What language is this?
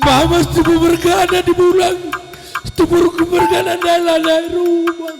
Batak Karo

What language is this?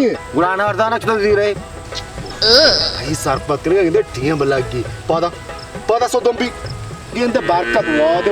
Baluchi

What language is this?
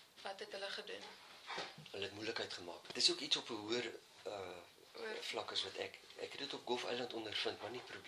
Afrikaans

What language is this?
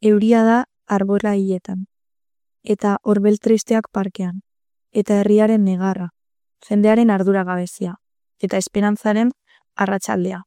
Basque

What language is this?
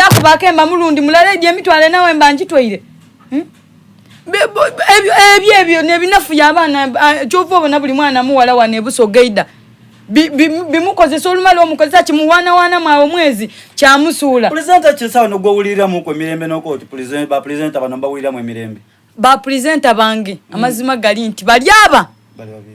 Soga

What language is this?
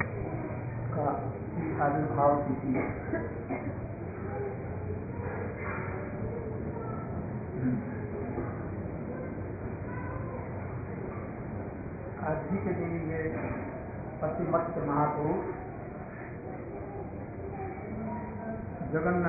Hindi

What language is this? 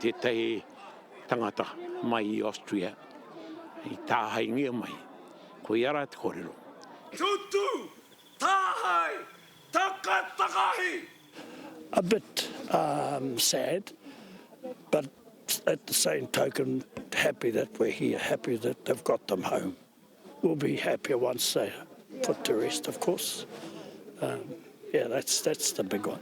Māori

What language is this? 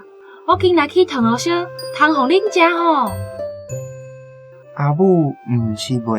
Min Nan Chinese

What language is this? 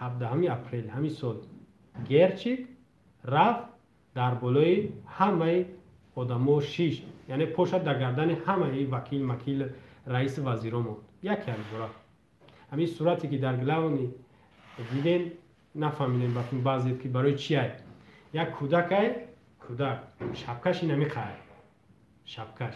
Tajik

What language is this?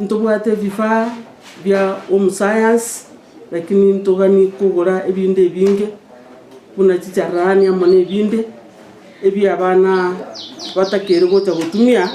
Gusii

